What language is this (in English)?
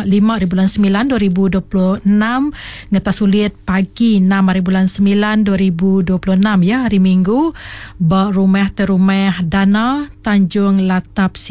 Iban